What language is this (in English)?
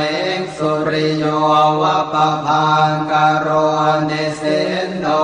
Pali